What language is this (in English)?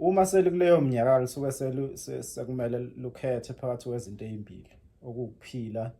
Zulu